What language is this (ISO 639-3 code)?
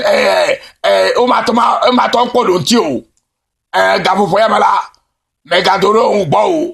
ewe